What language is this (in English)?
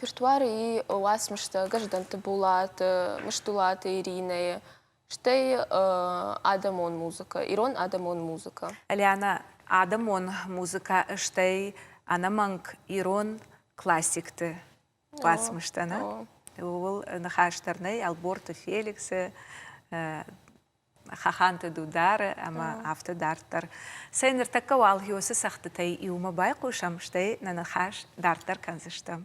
Ossetic